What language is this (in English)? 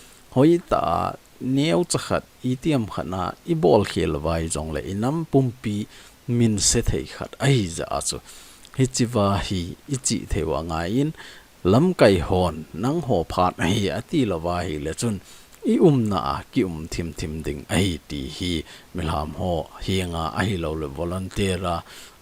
Thado Chin